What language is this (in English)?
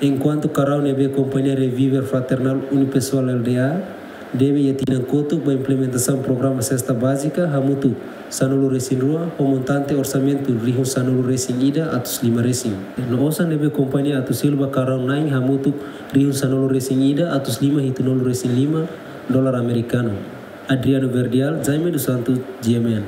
Tetum